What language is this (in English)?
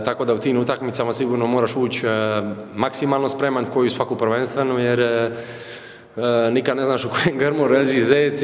Croatian